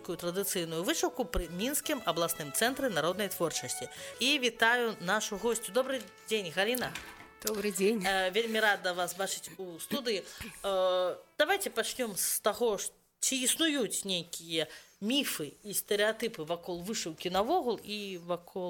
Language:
Belarusian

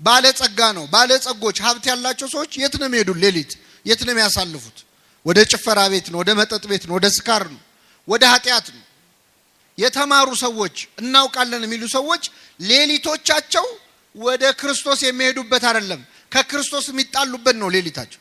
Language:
Amharic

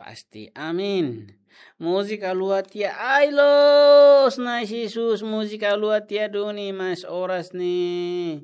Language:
Tetum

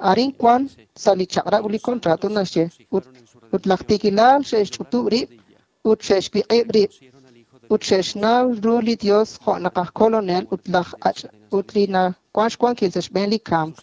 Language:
Kekchí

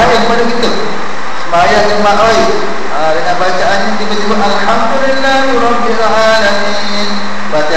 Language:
Malay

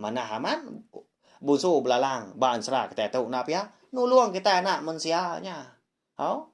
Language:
Iban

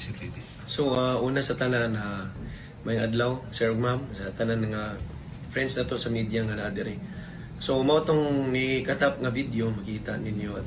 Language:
Cebuano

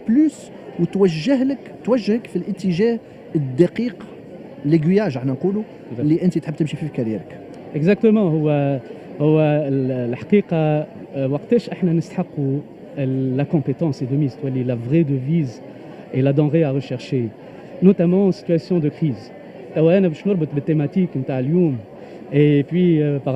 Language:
Tunisian Arabic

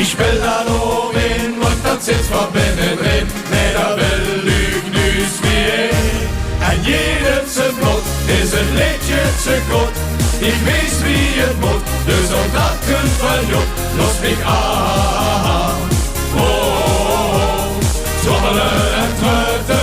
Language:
Limburgish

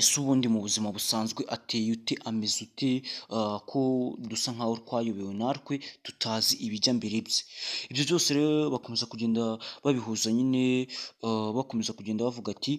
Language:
Kinyarwanda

